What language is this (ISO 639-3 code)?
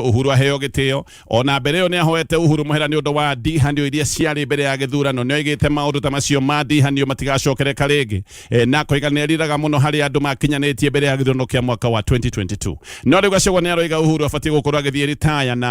kik